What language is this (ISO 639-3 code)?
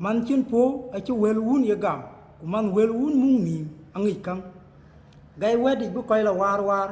din